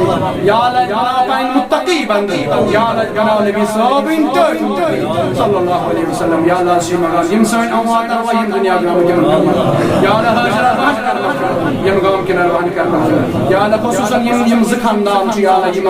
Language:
Kashmiri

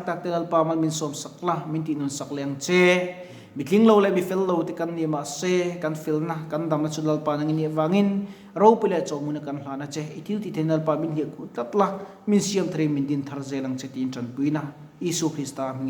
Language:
Mizo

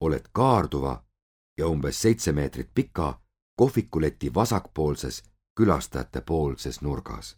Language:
Estonian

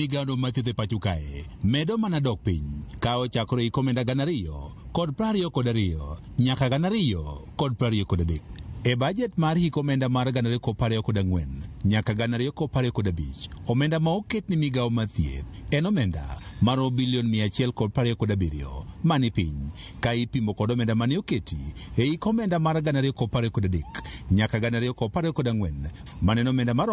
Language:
Luo (Kenya and Tanzania)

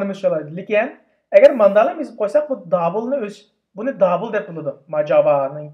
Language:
Uyghur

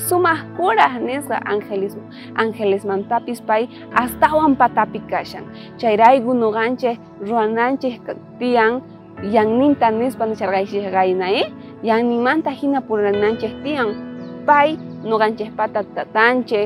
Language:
South Bolivian Quechua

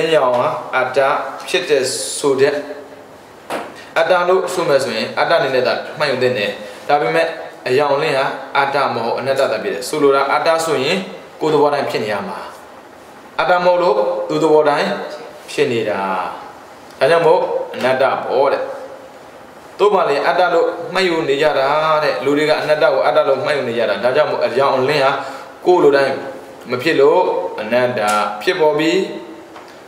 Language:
Burmese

